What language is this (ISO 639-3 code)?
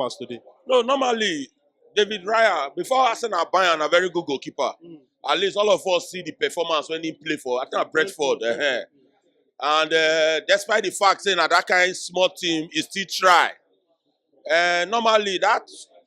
pcm